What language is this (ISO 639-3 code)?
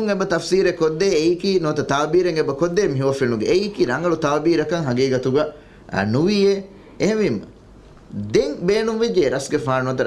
div